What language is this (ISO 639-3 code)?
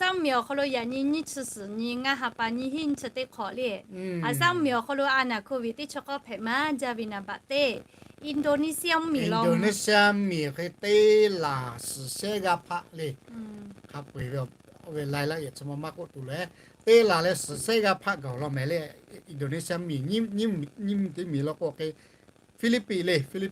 lhu